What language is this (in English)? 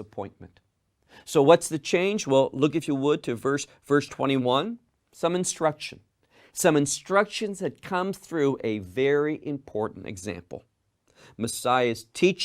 English